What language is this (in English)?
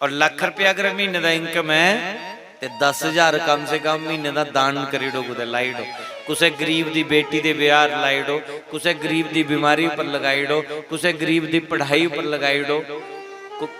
Dogri